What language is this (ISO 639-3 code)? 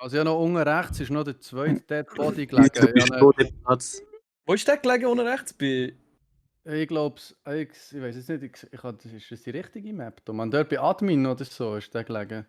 gsw